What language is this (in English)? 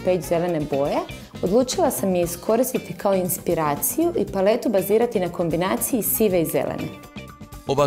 Croatian